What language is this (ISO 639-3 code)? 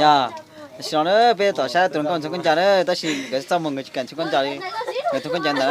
hmn